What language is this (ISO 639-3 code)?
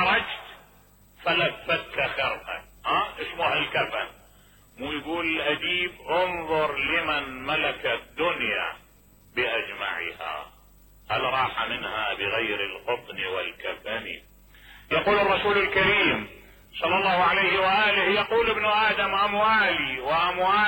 acm